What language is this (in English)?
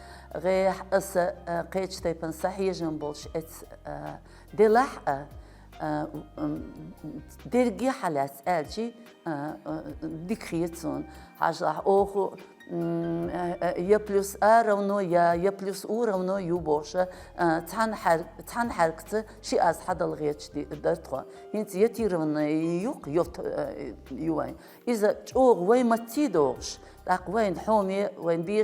Chechen